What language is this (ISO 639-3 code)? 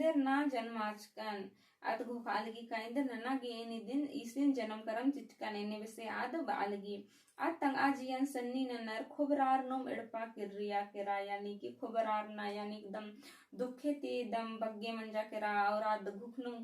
kru